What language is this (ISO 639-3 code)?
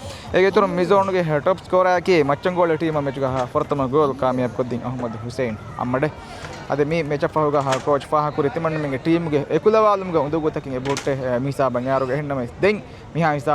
div